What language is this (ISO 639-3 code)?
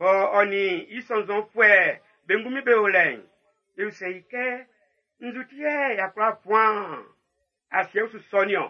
bci